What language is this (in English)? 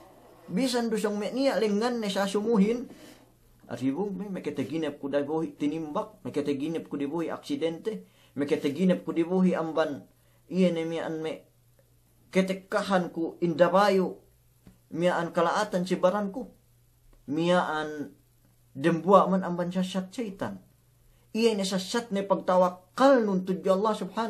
Yakan